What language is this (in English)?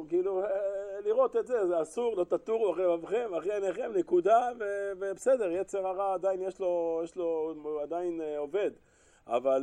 Hebrew